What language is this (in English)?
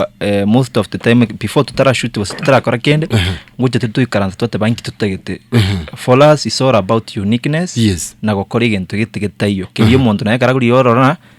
Gusii